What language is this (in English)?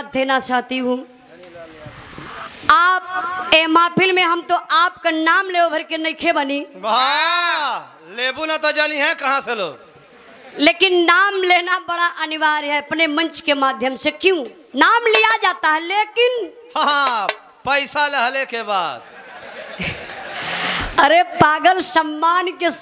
Bhojpuri